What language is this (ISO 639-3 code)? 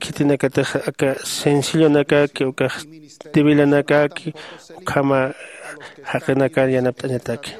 aym